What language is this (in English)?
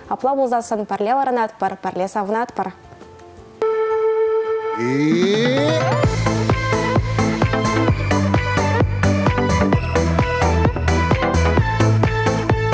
Chuvash